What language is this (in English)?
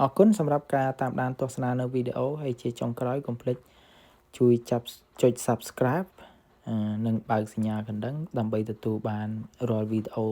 Khmer